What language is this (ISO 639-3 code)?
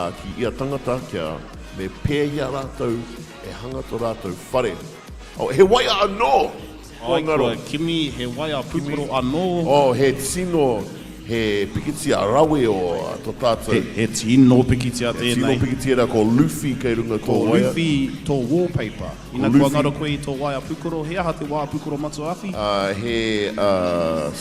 mri